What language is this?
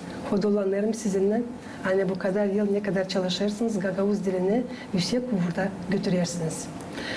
Gagauz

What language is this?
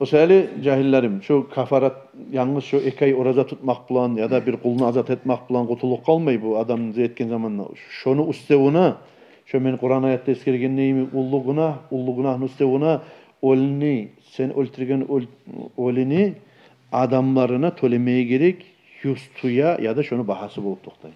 Kumyk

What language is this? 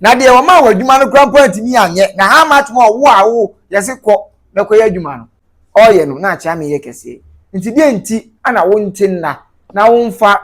Akan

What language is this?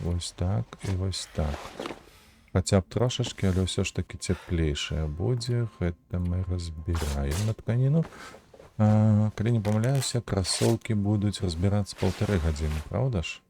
Belarusian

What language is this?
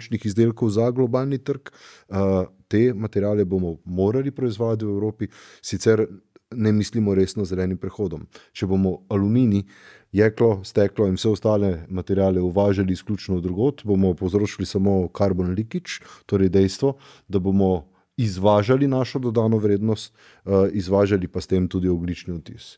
Slovenian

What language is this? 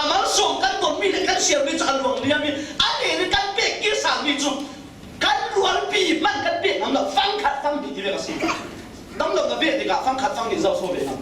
Falam Chin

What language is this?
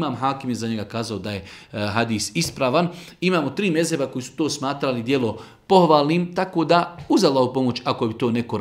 Bosnian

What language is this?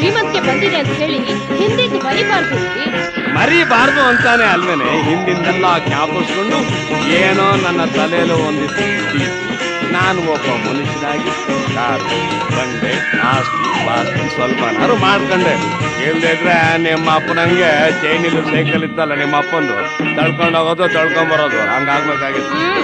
Kannada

